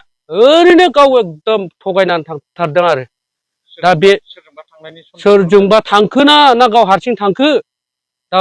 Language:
Bodo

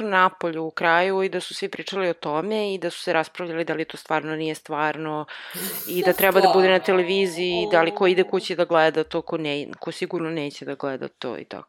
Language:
Serbian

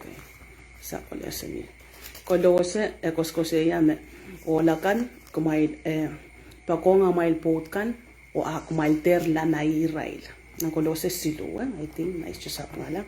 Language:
Pohnpeian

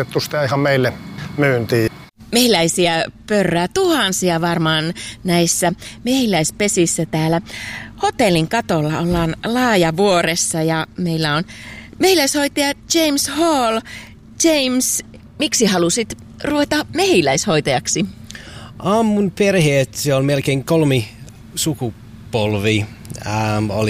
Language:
Finnish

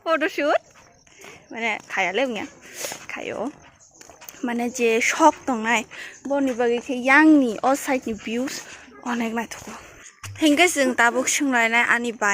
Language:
Kok Borok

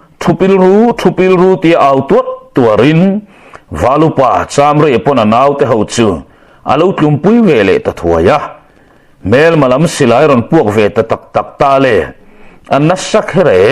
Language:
Mizo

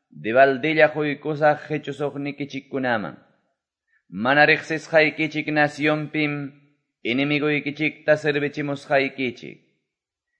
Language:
Quechua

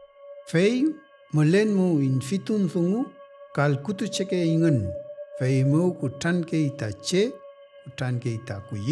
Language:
Mapuche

